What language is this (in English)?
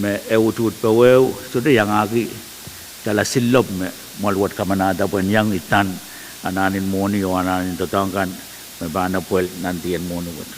Pohnpeian